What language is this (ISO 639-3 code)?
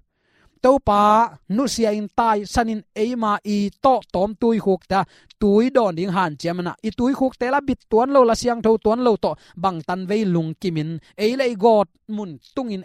ctd